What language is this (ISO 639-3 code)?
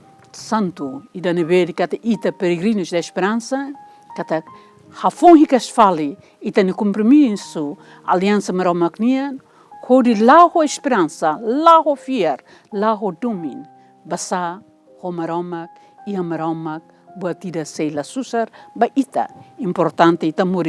tet